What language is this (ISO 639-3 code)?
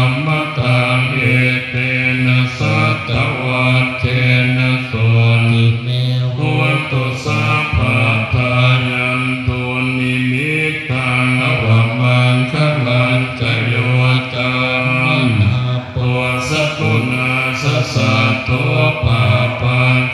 pli